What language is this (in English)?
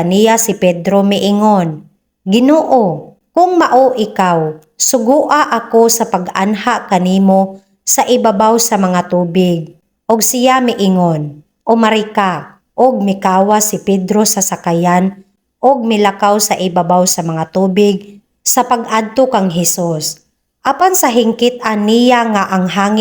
Cebuano